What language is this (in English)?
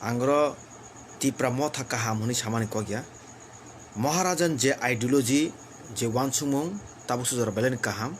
Kok Borok